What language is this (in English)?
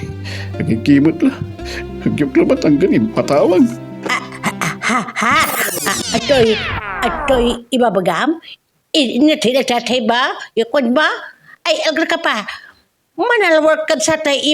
Pangasinan